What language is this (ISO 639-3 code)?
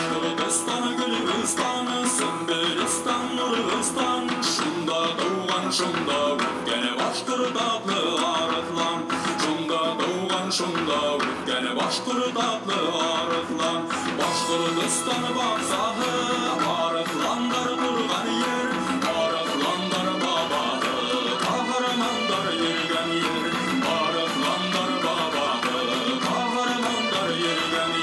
bak